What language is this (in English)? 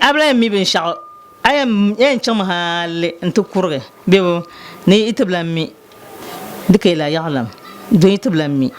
Dagbani